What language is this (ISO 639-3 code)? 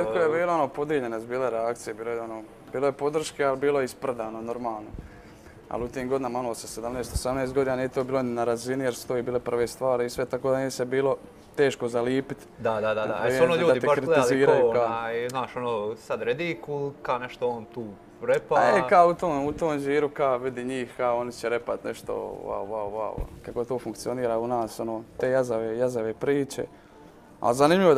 hrv